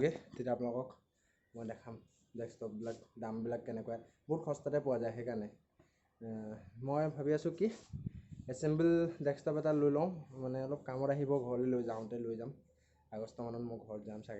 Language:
Assamese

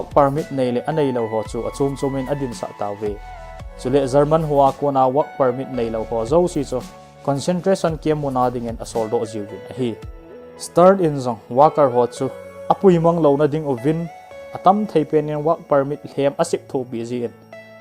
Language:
Thado Chin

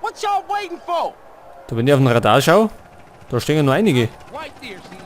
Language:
Bavarian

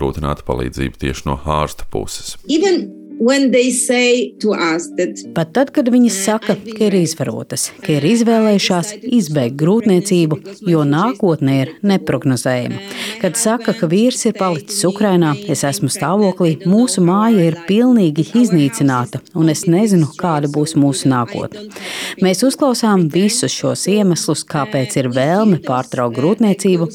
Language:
Latvian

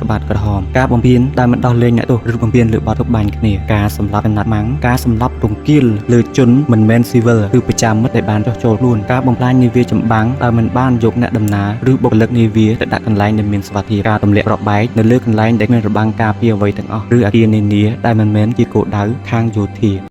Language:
Khmer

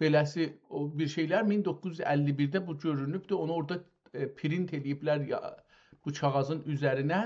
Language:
South Azerbaijani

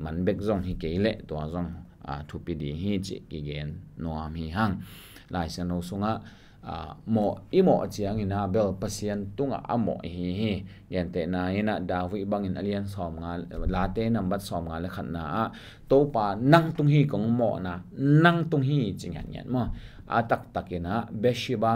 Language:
Tedim Chin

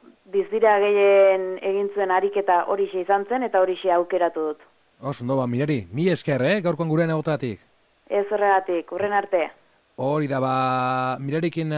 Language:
Basque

